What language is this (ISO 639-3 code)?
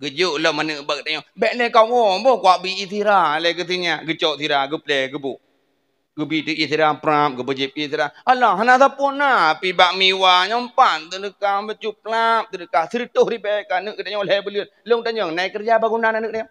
ace